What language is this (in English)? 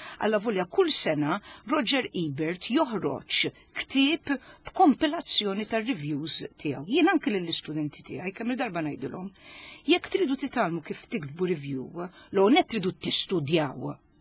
Maltese